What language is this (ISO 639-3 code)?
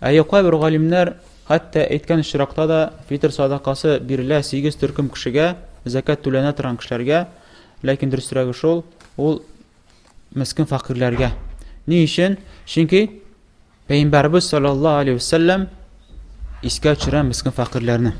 tat